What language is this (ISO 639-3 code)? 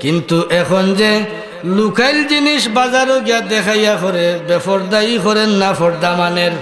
syl